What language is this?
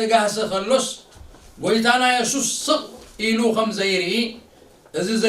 Tigrinya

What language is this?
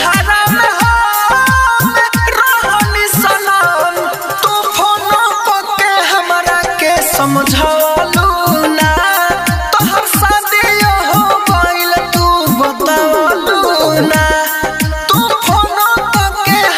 Bhojpuri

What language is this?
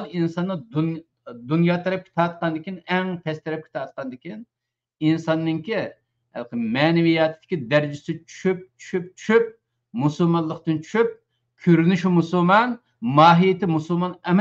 Uyghur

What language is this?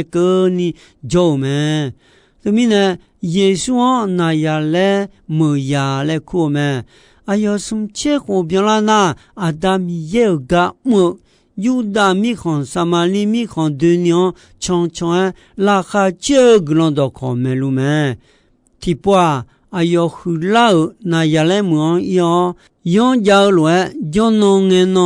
Akha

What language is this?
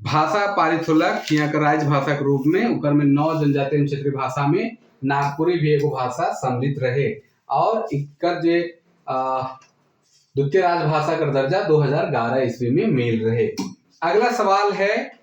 Sadri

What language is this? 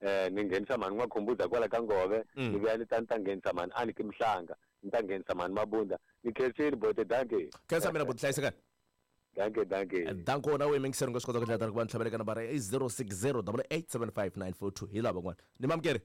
Tsonga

